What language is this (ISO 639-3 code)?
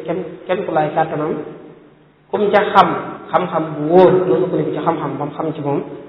wol